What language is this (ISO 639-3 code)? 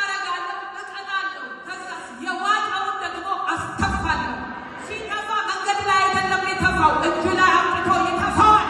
amh